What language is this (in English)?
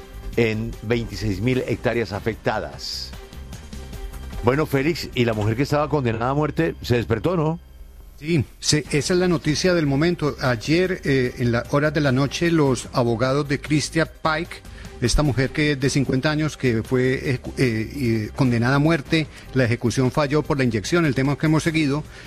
Spanish